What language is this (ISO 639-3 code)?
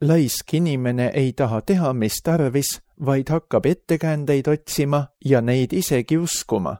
est